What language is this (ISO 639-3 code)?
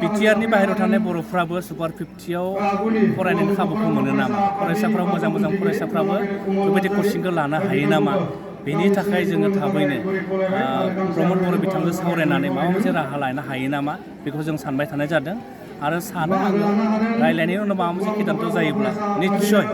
brx